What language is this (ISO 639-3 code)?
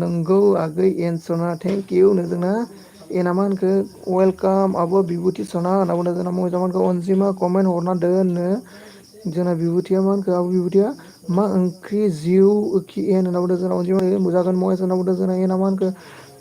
brx